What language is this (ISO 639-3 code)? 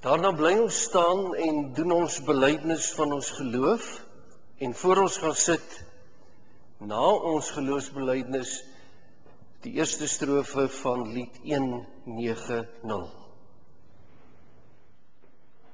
afr